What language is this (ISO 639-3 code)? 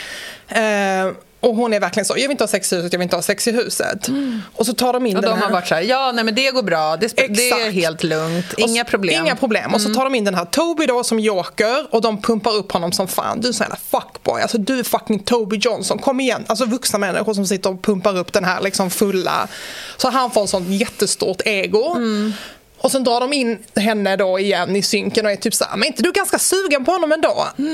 swe